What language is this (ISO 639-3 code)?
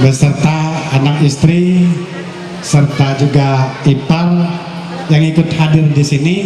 mhy